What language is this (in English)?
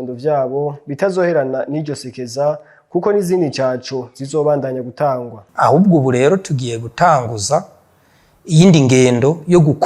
Rundi